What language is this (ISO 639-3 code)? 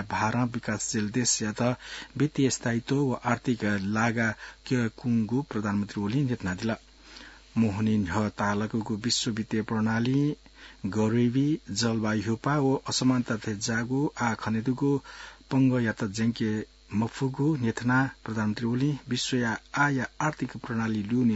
new